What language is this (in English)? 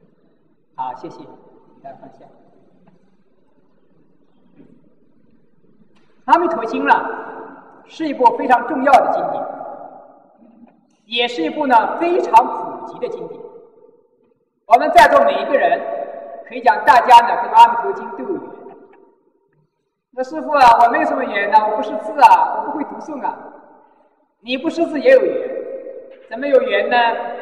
Chinese